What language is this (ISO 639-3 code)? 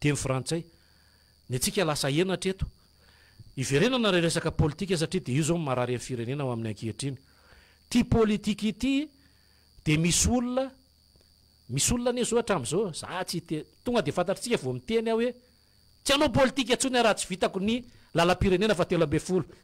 mlg